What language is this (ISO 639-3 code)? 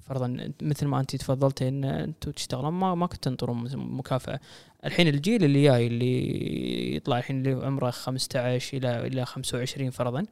afb